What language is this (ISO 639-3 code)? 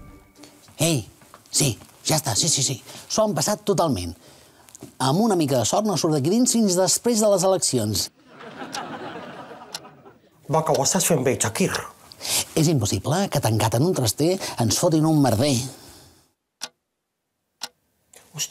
cat